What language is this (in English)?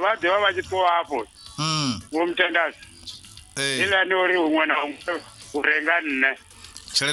Venda